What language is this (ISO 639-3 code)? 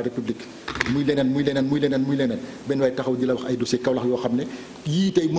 wol